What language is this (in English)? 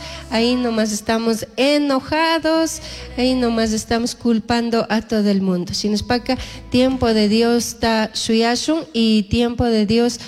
Chimborazo Highland Quichua